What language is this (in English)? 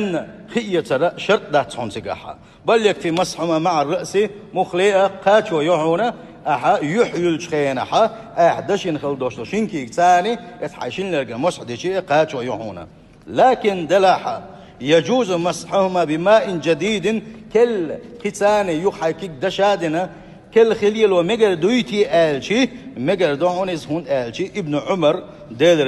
Chechen